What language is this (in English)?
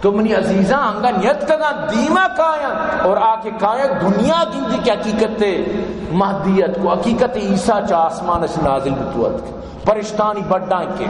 Baluchi